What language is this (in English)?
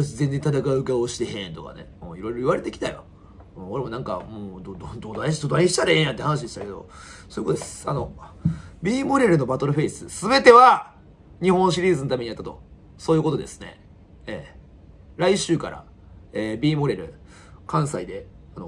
Japanese